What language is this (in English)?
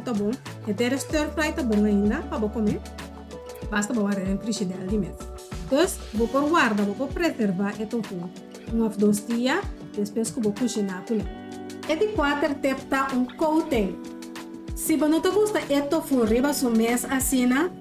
Papiamento